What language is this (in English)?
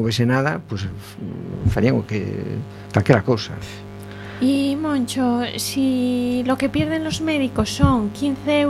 Galician